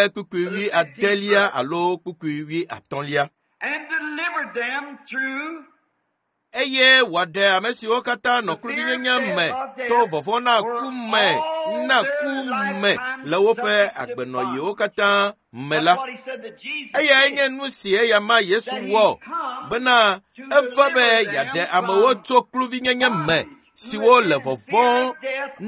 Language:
Ewe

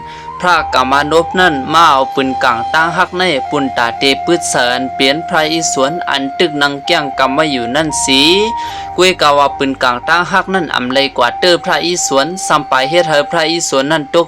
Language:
Shan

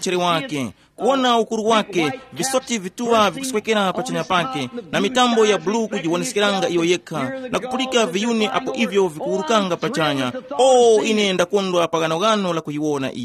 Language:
Tumbuka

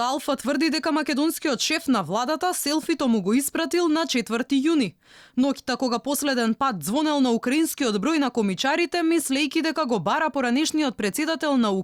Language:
Macedonian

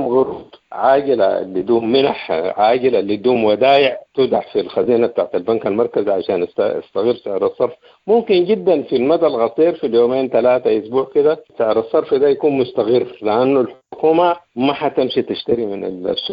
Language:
Sudanese Arabic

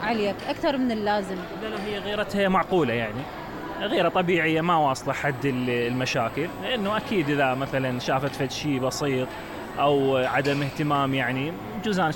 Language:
Mesopotamian Arabic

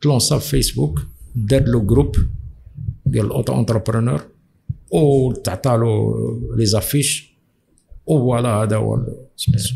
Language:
Moroccan Arabic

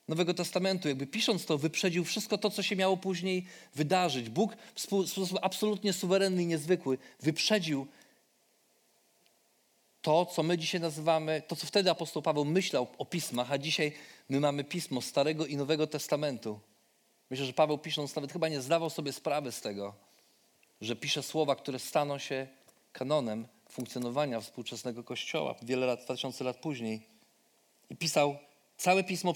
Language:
Polish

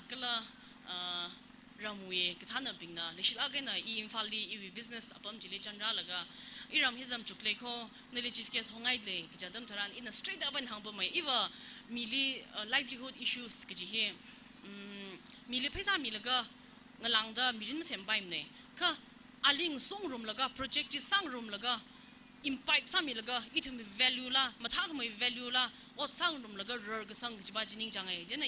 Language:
Tangkhul Naga (India)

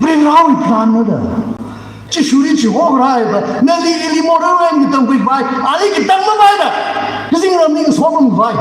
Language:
Tangkhul Naga (India)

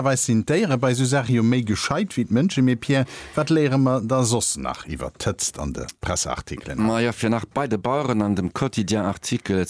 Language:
Luxembourgish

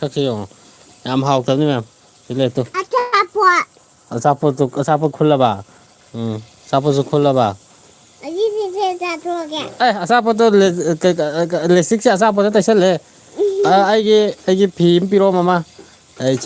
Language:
Manipuri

